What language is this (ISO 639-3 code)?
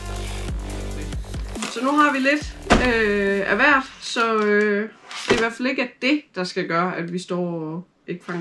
dan